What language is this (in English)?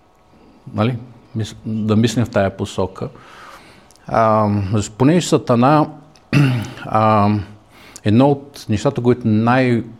Bulgarian